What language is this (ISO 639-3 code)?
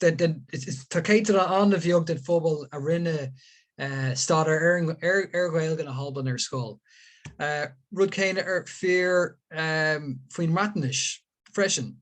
gle